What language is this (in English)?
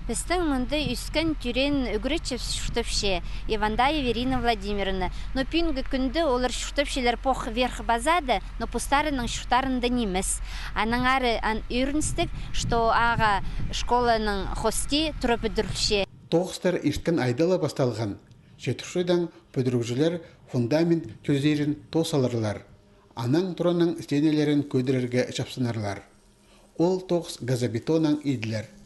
Khakas